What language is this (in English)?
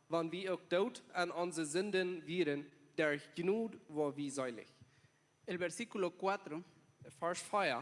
Plautdietsch